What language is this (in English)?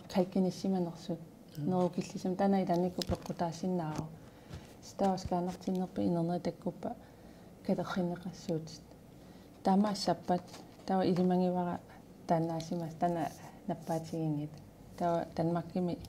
Kalaallisut